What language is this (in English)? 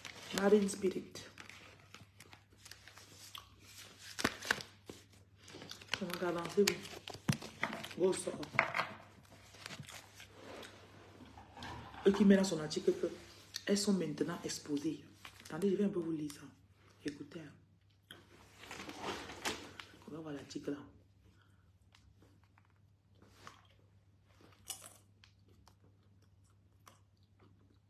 French